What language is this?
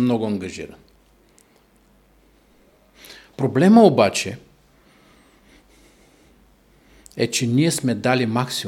Bulgarian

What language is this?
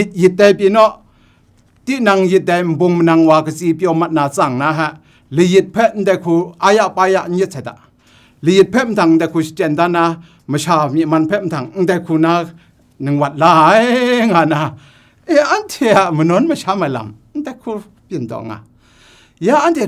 Kachin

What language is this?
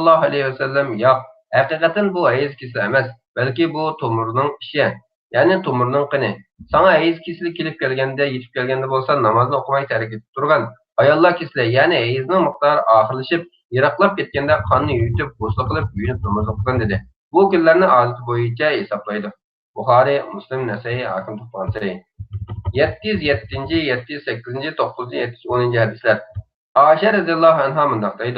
Uyghur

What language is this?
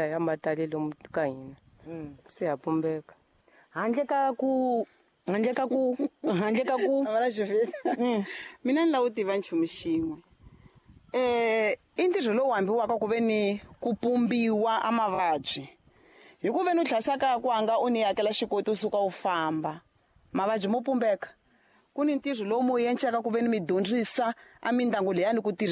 Tsonga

